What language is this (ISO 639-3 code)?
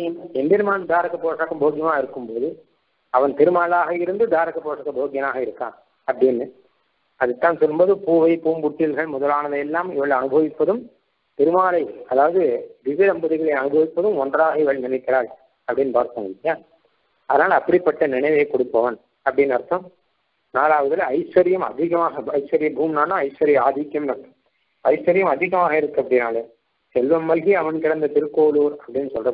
tam